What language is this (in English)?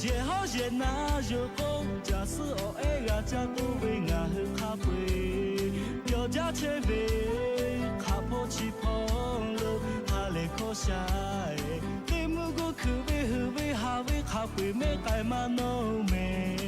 Lahu